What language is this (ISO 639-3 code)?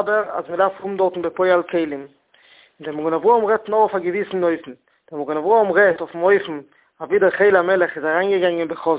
yid